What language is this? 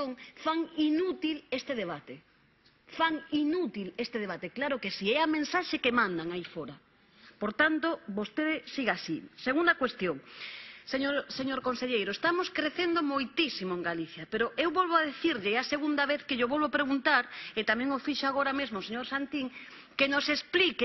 Galician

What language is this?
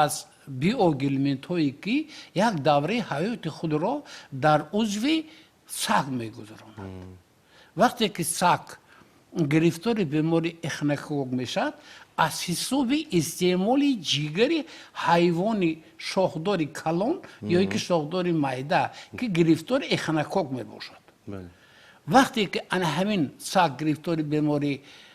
Tajik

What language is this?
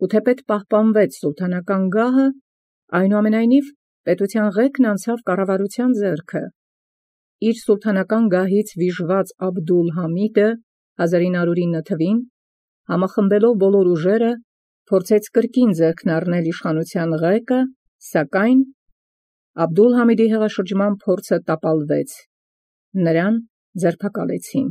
Armenian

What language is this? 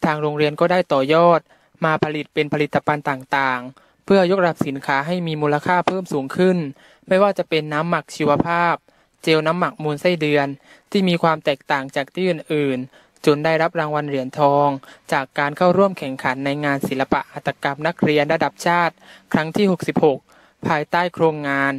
Thai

